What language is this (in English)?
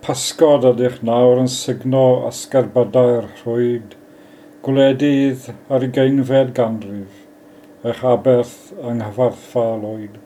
Welsh